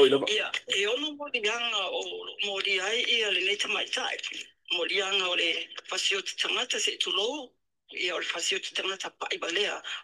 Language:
Samoan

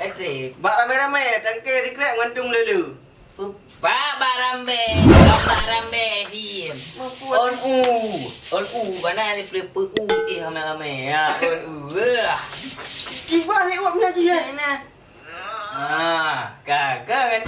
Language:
Achinese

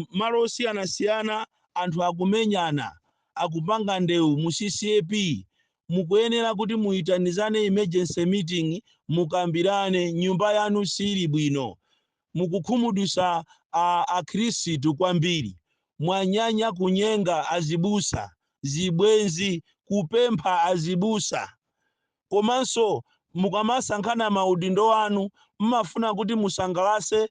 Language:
Nyanja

